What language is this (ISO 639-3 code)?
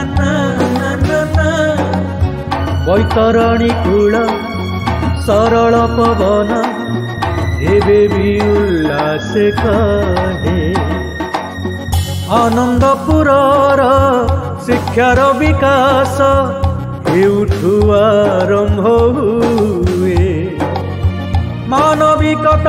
ori